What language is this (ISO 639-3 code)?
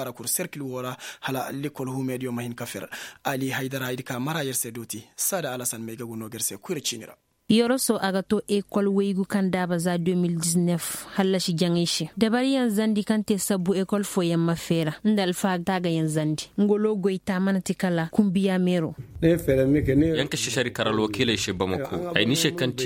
ses